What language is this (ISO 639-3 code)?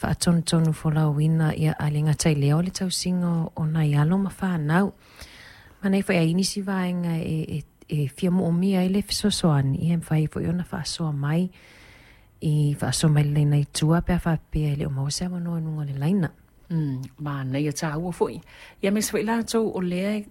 smo